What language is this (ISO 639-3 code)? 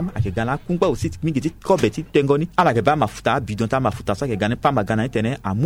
sag